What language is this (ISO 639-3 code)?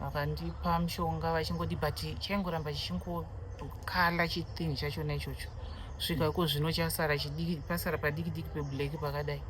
sna